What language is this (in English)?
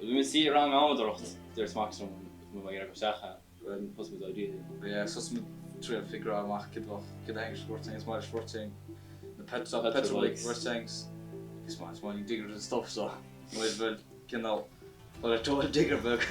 Irish